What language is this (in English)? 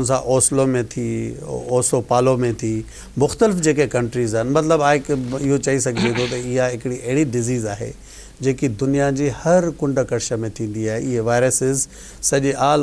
Sindhi